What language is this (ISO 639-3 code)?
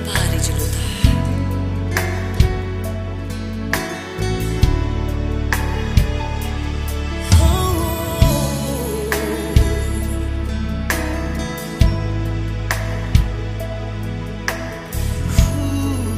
por